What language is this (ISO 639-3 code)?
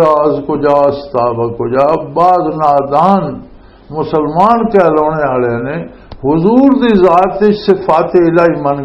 lah